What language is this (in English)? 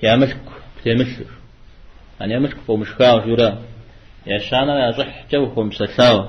Kabardian